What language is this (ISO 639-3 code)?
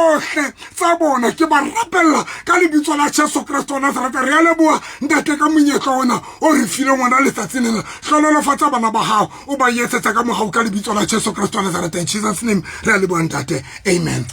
sot